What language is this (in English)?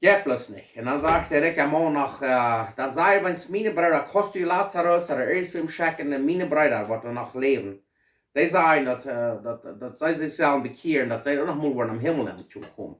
Plautdietsch